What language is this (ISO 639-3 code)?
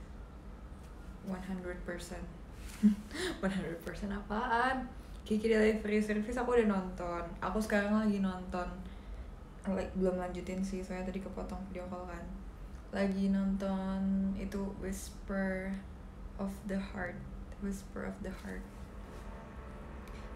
ind